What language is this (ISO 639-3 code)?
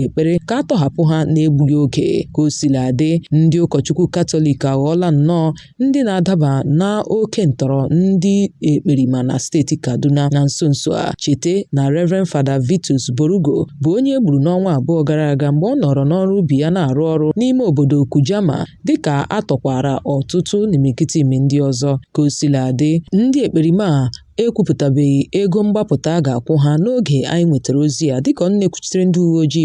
ibo